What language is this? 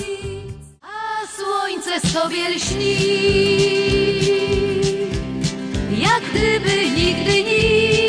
Polish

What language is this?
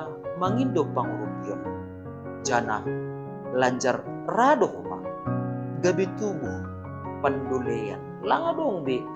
Batak Simalungun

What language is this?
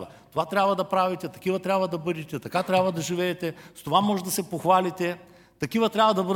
Bulgarian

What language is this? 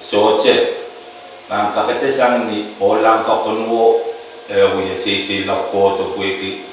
Pohnpeian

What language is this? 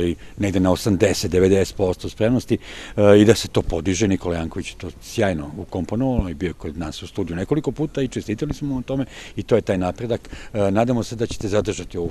Serbian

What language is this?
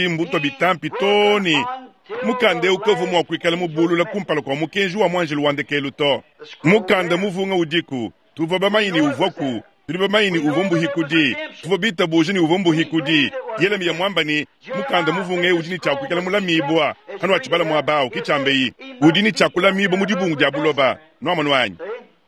Luba-Lulua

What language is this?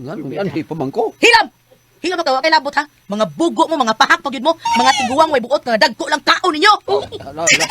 Cebuano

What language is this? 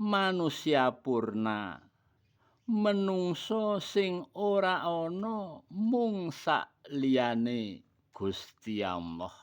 Javanese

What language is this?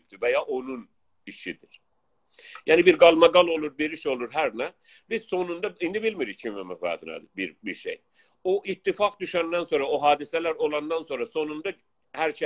South Azerbaijani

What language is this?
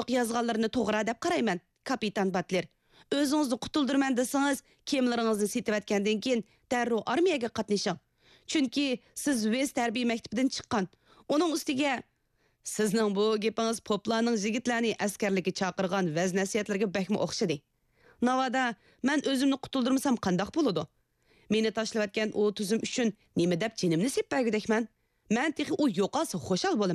Uyghur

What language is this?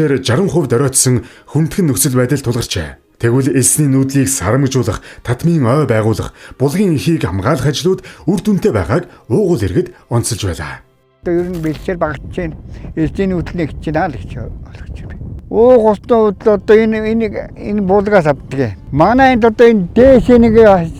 Mongolian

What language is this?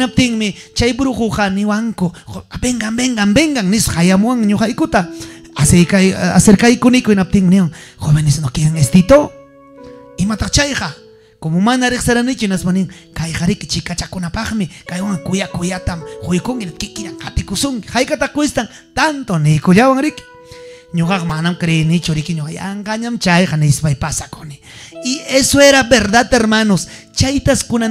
Ayacucho Quechua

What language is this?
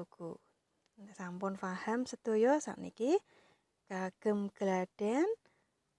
Javanese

